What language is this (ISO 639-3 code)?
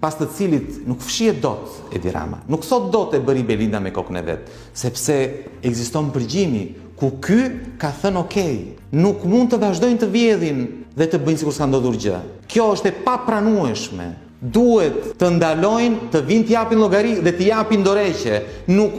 sqi